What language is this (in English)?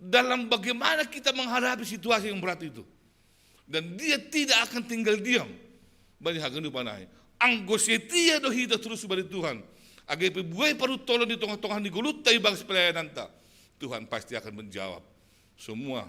Batak Simalungun